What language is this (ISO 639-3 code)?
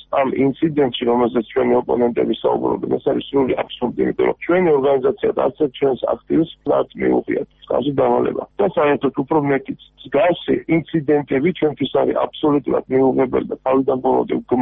kat